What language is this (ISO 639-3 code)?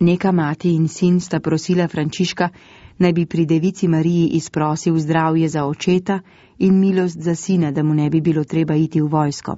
slv